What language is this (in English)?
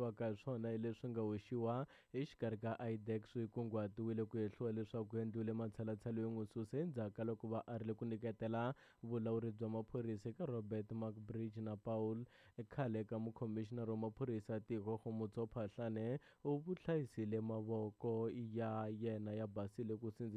Tsonga